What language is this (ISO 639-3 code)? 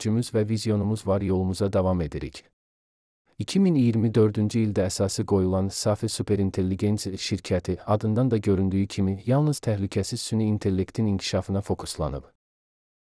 aze